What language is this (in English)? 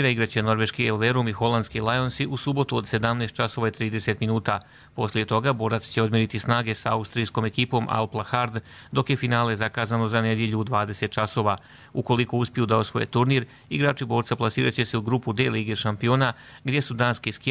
Croatian